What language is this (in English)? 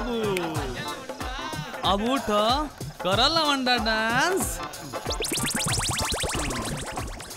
Bhojpuri